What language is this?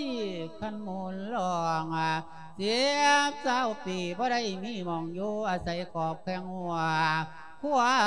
Lao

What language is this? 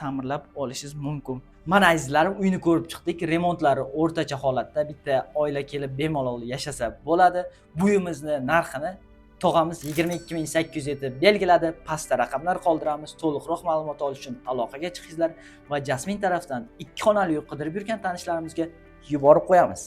Uzbek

